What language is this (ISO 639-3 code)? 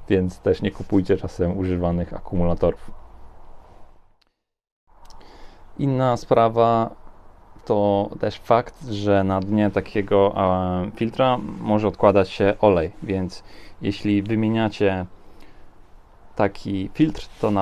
pol